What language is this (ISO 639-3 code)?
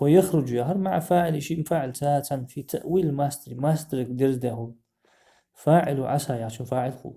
inh